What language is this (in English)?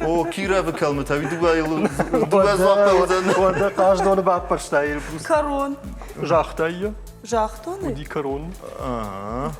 Ossetic